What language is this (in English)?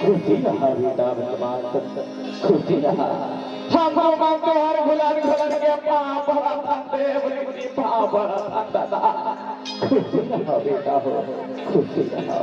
Chhattisgarhi